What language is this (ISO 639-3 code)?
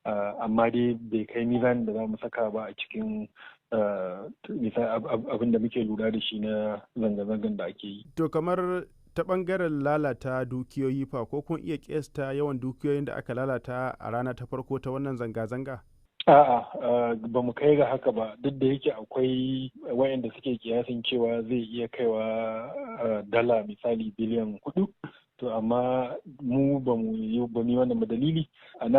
hau